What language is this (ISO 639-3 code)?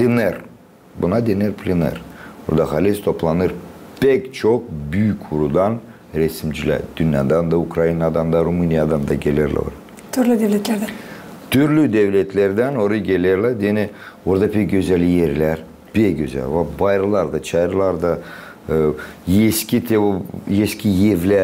gag